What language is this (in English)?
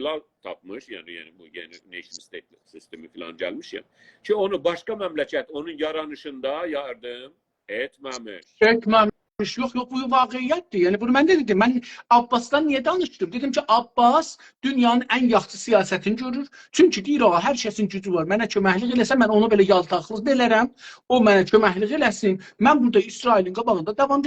South Azerbaijani